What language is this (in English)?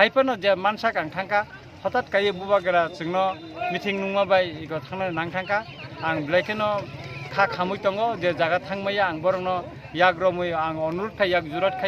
Kok Borok